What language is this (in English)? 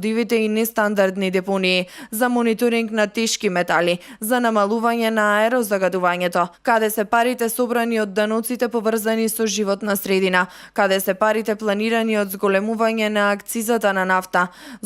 Macedonian